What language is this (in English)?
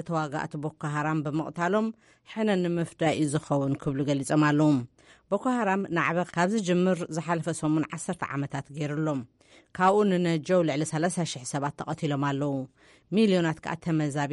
Tigrinya